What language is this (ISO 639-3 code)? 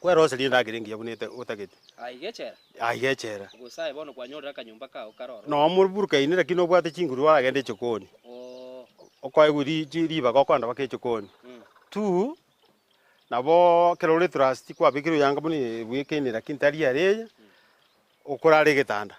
guz